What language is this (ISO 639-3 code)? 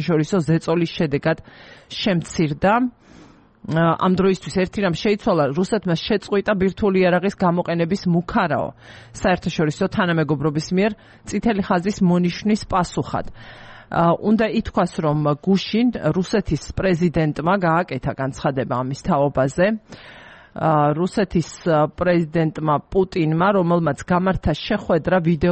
kat